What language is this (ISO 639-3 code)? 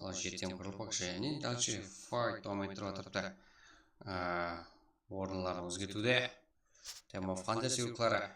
kaa